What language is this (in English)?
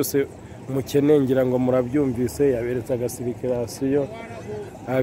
Kinyarwanda